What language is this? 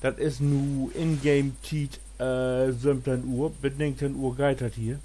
Low German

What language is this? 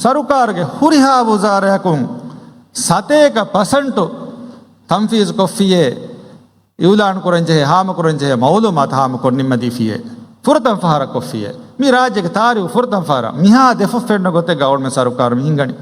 Divehi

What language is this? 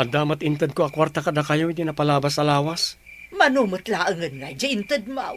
Iloko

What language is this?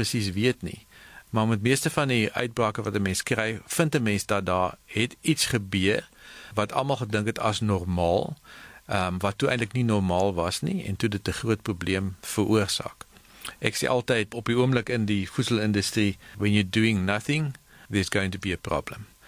Afrikaans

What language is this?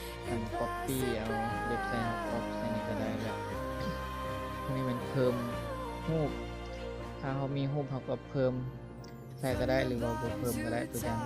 Lao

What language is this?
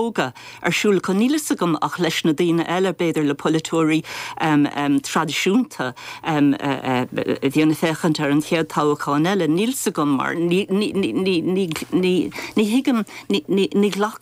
Irish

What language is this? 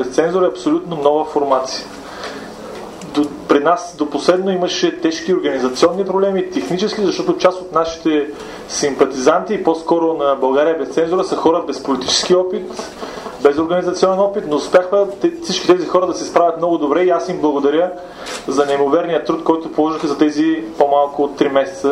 Bulgarian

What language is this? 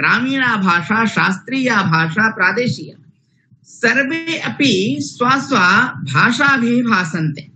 Sanskrit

